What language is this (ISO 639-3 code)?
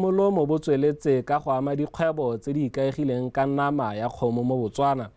tsn